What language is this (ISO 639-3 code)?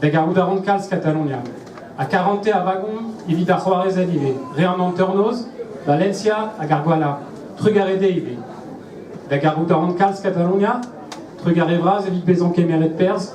bre